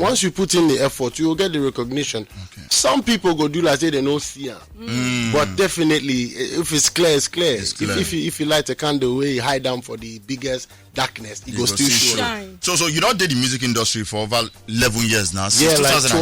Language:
Nigerian Pidgin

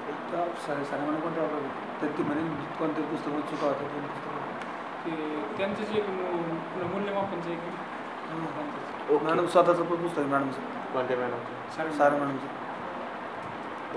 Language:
Marathi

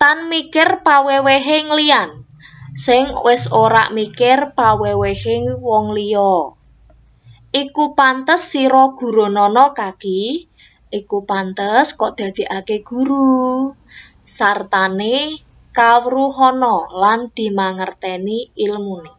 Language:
Javanese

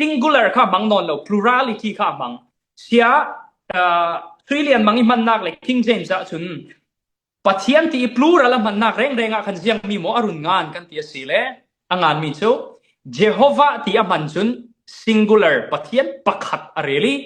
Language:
Falam Chin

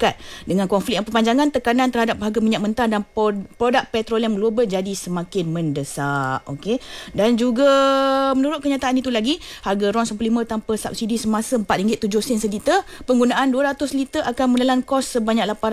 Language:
Malay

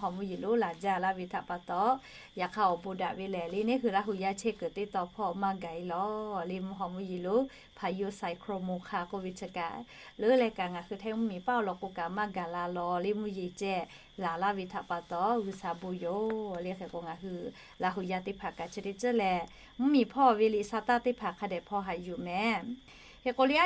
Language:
Lahu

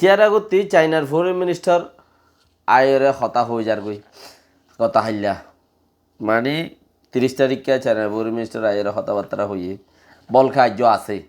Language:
Rohingya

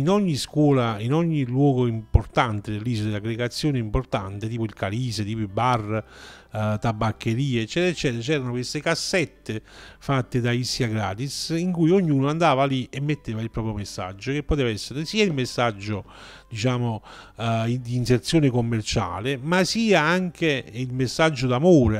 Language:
Italian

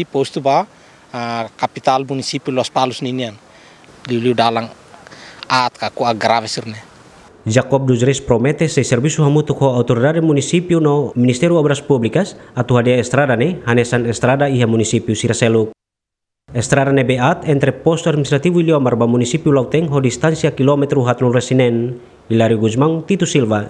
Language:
Tetum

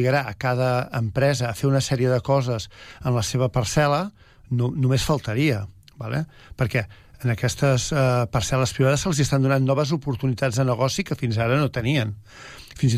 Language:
Catalan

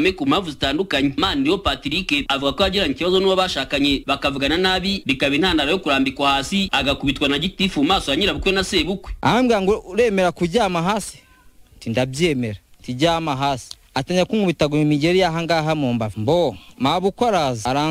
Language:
Kinyarwanda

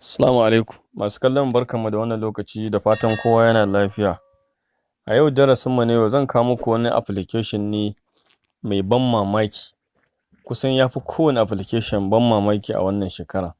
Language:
Hausa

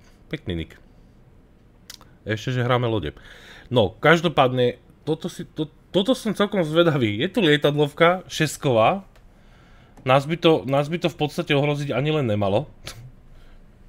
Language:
Slovak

